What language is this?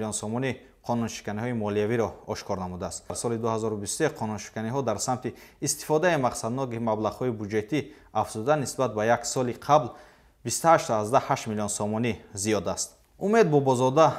Tajik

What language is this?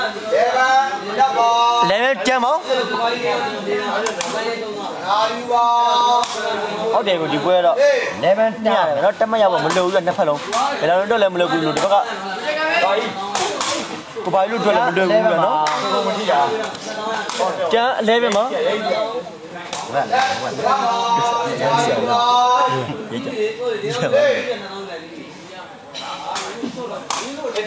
Burmese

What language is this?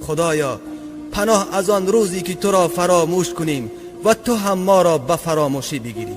Tajik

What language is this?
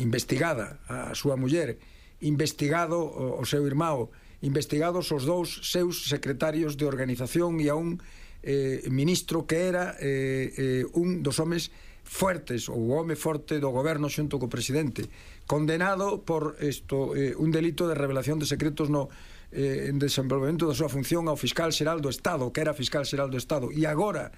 Galician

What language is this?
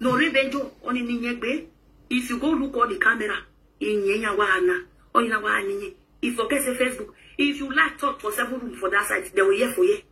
Nigerian Pidgin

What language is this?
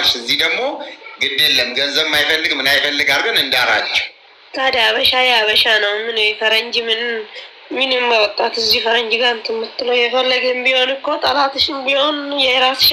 Amharic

